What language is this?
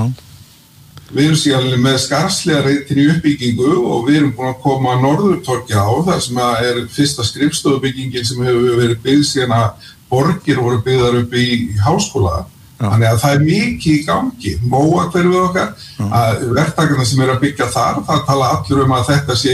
Icelandic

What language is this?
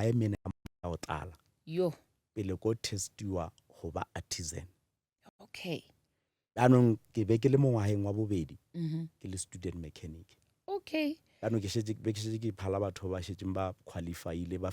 Northern Sotho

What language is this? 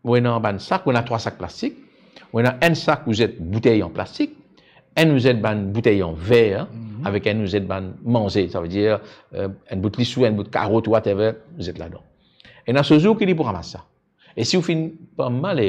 Morisyen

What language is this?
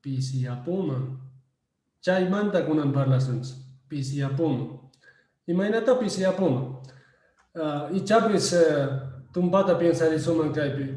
Quechua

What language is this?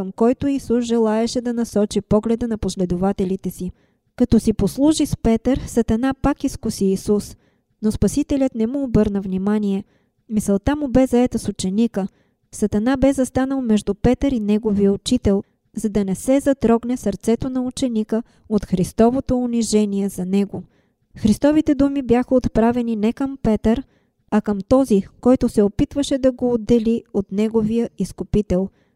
Bulgarian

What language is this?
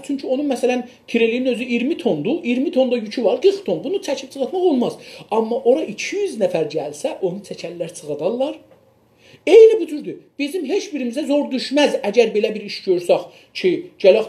South Azerbaijani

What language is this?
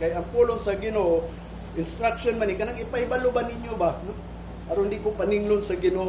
Cebuano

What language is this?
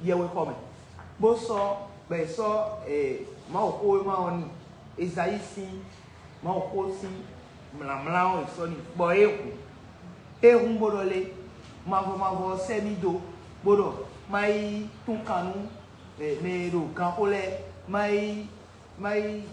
Fon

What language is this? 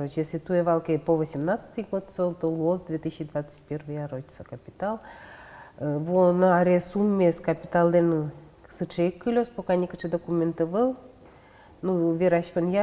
Udmurt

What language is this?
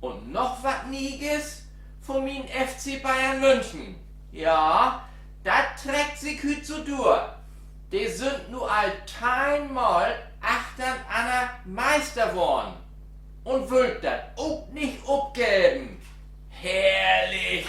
Low German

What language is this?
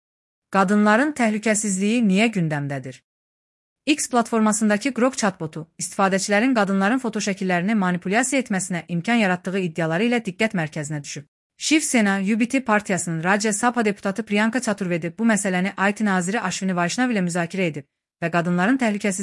Azerbaijani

